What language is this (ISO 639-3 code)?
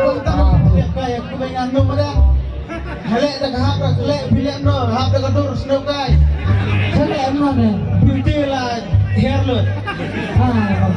kha